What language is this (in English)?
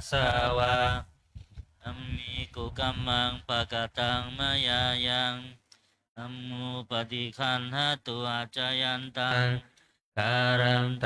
Pali